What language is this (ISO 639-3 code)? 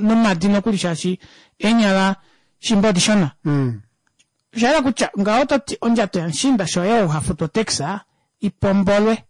kua